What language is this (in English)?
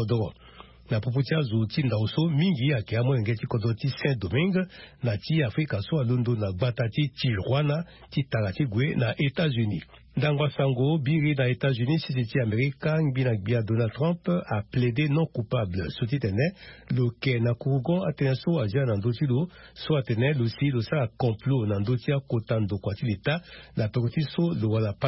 Sango